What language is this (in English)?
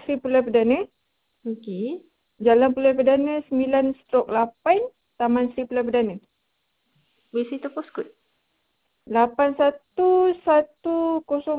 Malay